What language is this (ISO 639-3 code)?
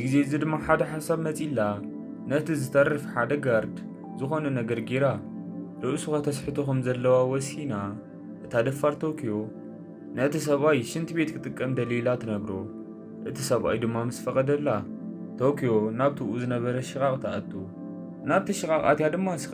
tir